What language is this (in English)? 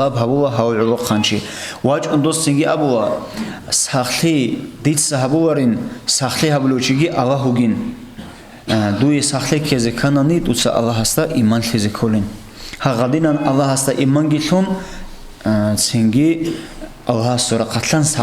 Avaric